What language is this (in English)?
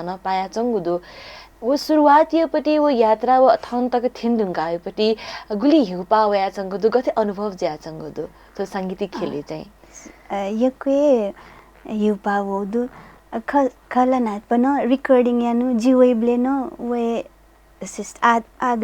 Newari